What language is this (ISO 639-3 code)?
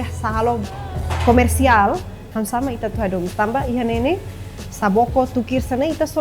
tet